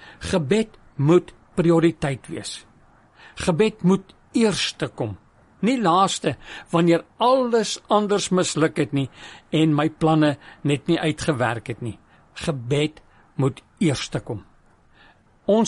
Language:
Afrikaans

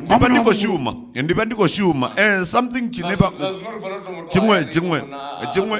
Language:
Venda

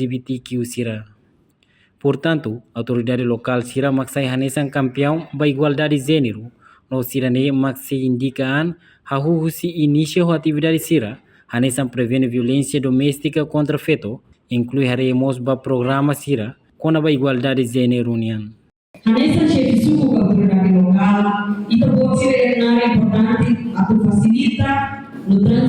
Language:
Tetum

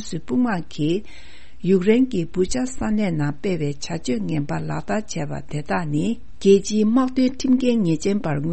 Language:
Tibetan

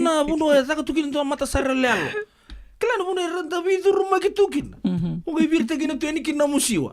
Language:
Fijian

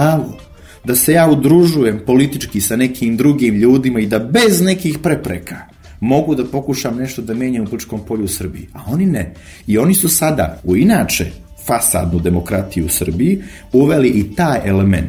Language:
Serbian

